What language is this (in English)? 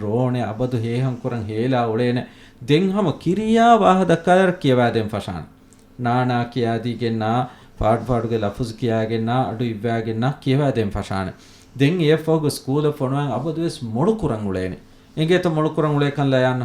Divehi